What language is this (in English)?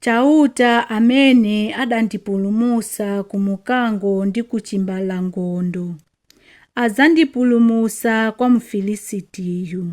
Nyanja